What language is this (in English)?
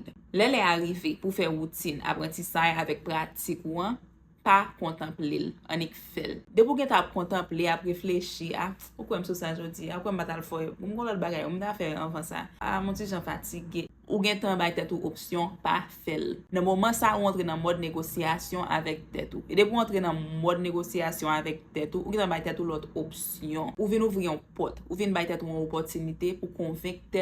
Haitian Creole